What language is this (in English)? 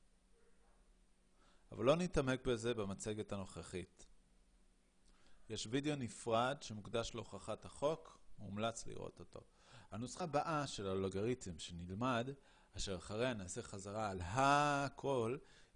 Hebrew